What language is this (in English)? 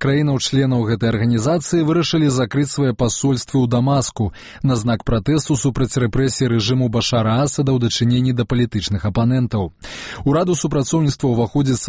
Belarusian